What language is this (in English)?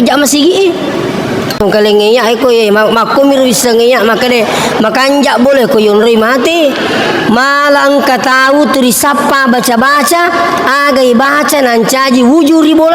Buginese